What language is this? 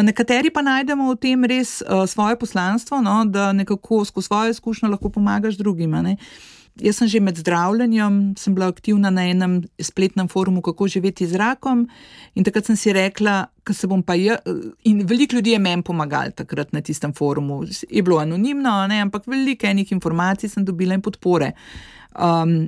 Slovenian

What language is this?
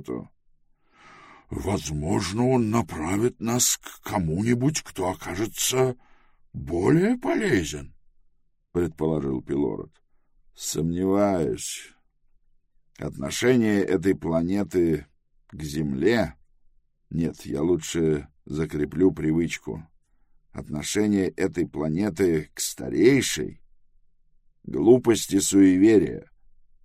Russian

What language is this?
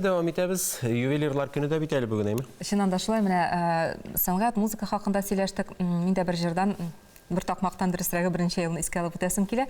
Tatar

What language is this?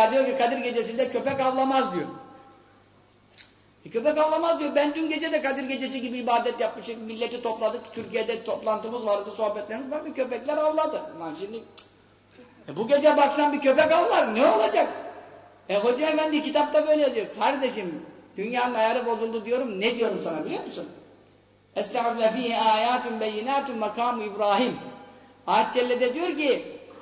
Turkish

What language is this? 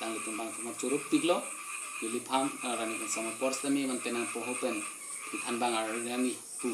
Karbi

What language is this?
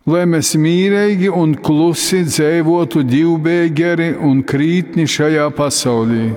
Latgalian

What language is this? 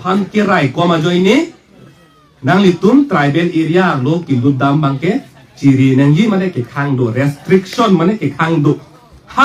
Karbi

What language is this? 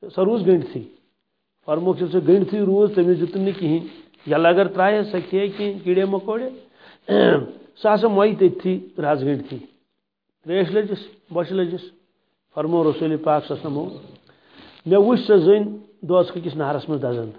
Kashmiri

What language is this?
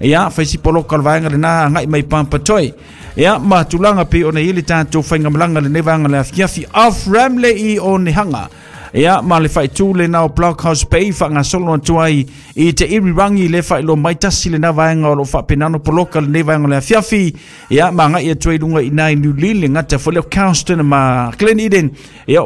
Samoan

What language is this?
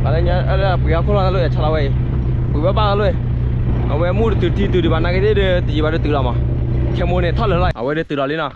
S'gaw Karen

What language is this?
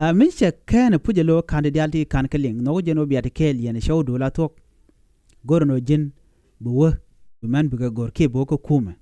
Nuer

